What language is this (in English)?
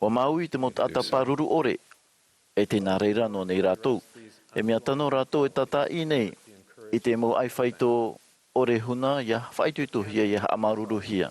Tahitian